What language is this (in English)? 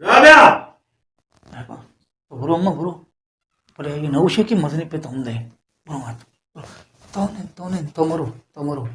Baluchi